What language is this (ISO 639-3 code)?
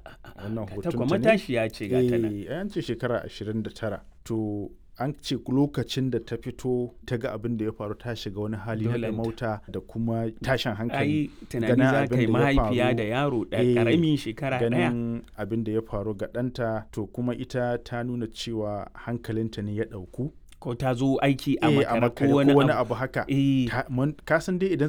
hau